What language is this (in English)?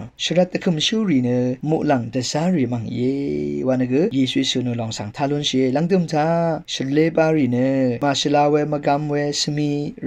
Rawang